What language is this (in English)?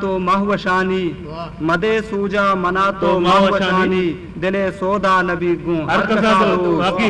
Eastern Balochi